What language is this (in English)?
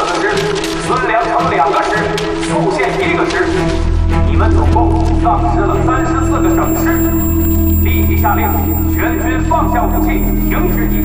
Chinese